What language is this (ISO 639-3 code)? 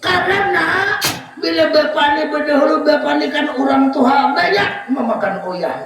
bjn